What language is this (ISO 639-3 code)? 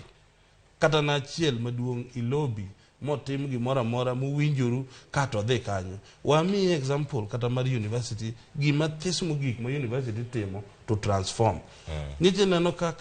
luo